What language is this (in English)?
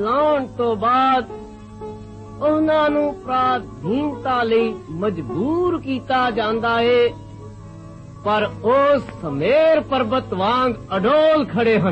Punjabi